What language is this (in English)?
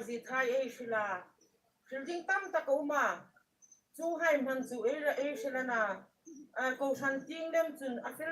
Hmar